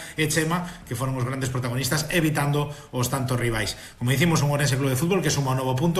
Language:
Galician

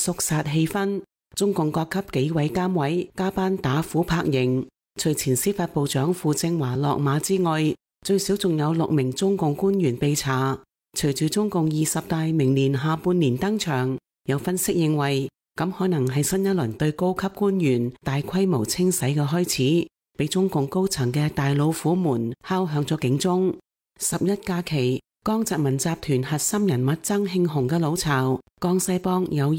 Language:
Cantonese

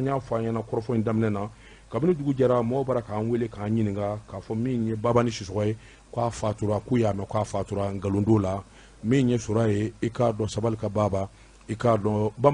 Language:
Bambara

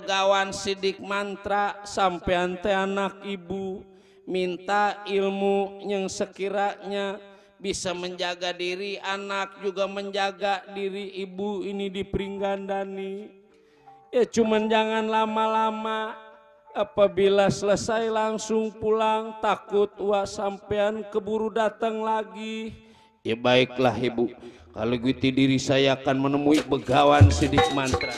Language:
Betawi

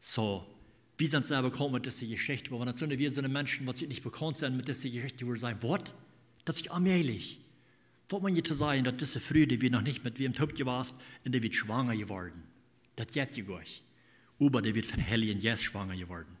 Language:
Plautdietsch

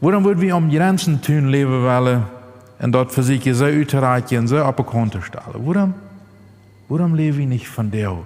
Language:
Plautdietsch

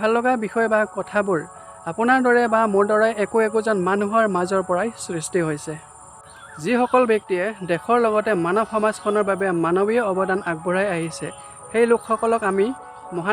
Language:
Assamese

